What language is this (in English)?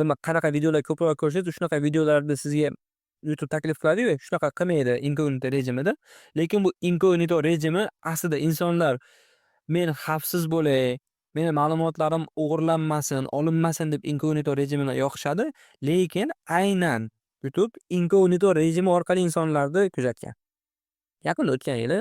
Uzbek